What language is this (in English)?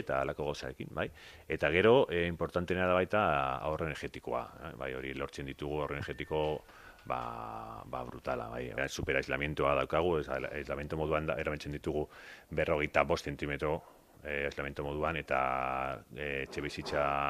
Basque